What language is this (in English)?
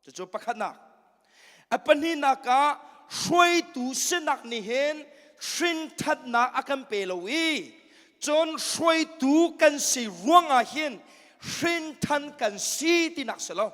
Hakha Chin